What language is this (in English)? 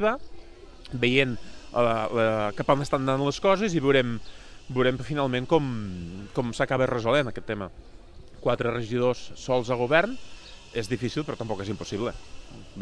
Catalan